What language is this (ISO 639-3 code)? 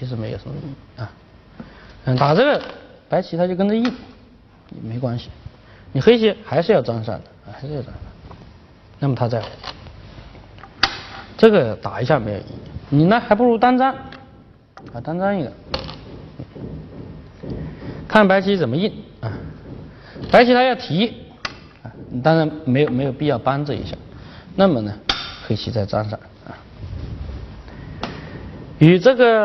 zho